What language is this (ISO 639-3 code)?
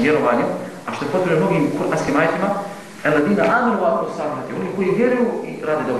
bos